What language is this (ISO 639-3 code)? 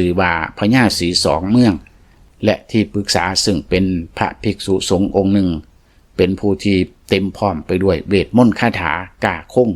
lao